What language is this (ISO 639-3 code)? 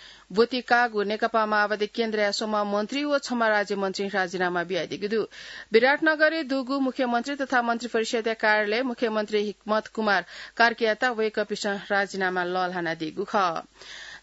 new